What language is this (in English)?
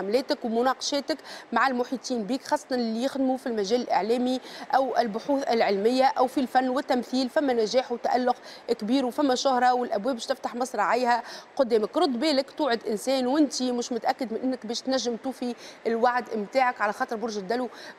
Tunisian Arabic